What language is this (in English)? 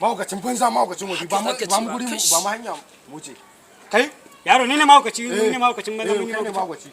Hausa